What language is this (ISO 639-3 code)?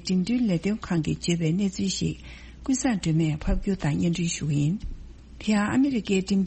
bod